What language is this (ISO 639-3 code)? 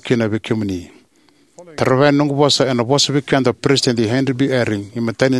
fij